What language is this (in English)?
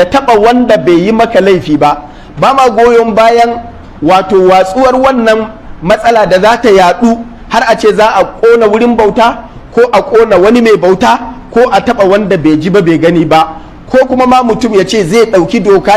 Hausa